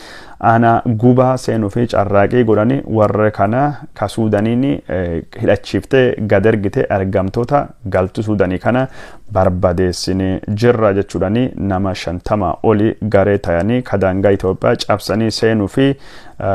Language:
Oromo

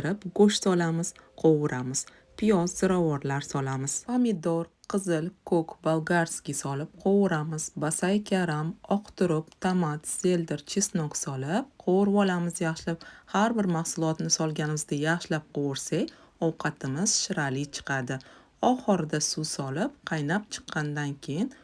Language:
Uzbek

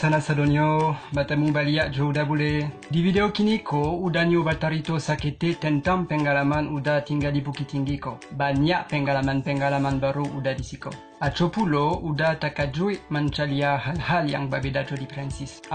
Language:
Minangkabau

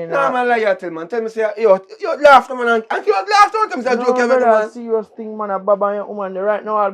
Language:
Jamaican Creole English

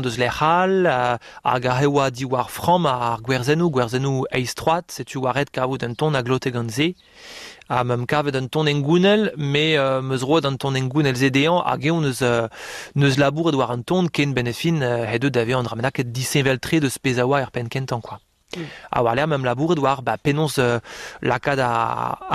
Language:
Breton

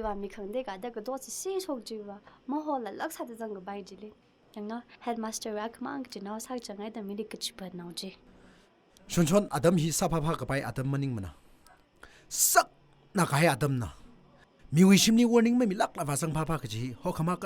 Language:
Tangkhul Naga (India)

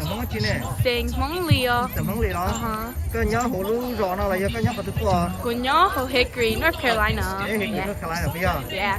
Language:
Hmong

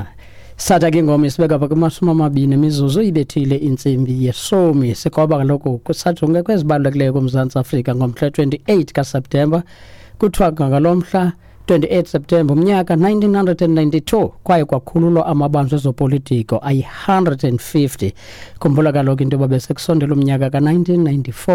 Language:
Xhosa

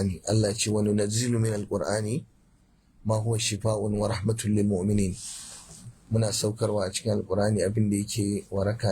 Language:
Hausa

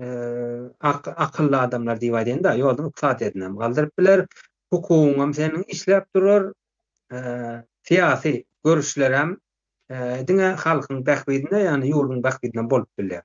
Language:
Turkmen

